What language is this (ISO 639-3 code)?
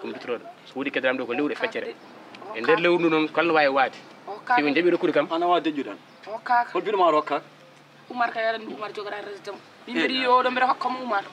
ful